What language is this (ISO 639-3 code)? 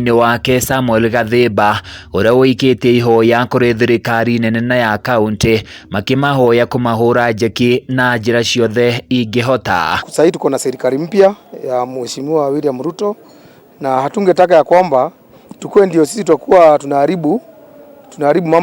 kik